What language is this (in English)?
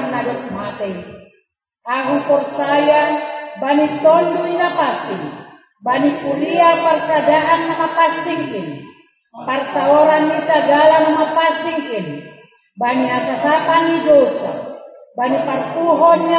Batak Simalungun